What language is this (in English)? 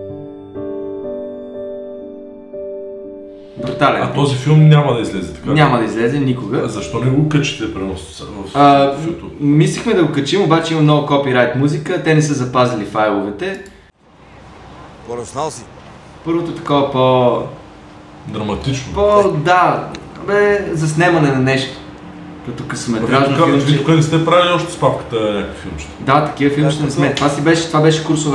Bulgarian